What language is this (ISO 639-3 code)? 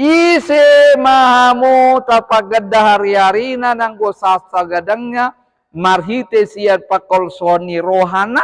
bbc